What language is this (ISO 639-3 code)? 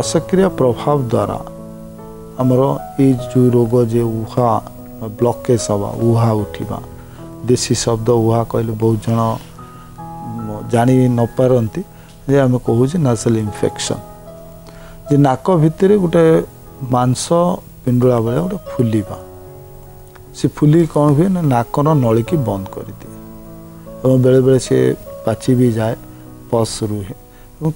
ori